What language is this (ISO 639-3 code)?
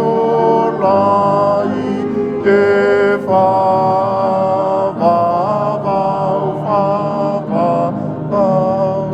smo